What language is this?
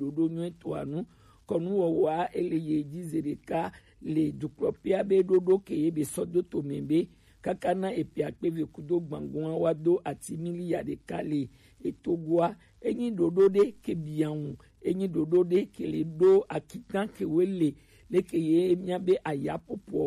Gen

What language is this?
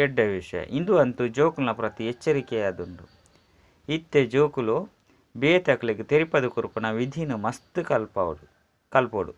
Tulu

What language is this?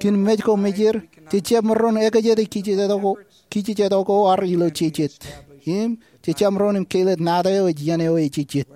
Marshallese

